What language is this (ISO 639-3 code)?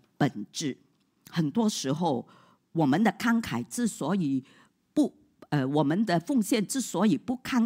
zho